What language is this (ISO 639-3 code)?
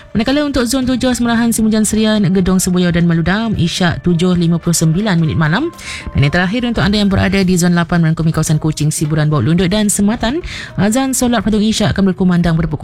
msa